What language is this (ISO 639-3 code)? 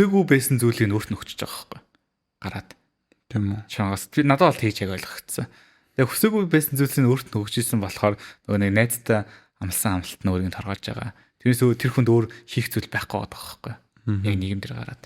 mon